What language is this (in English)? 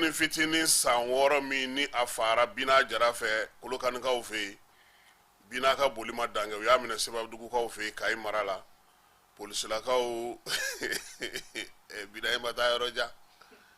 Bambara